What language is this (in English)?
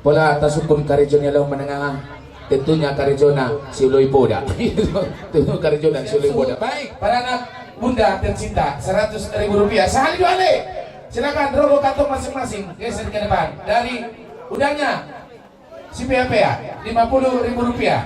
Batak Toba